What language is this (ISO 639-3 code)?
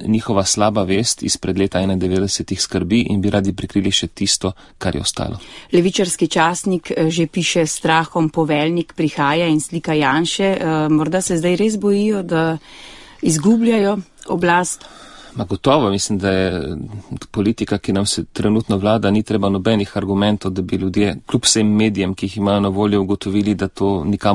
slv